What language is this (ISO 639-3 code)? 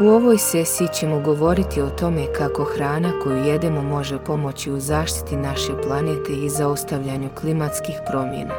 srp